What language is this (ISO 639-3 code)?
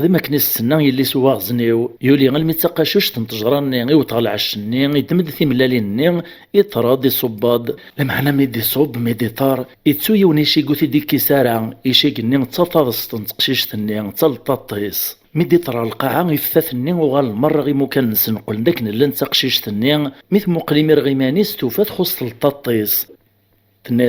kab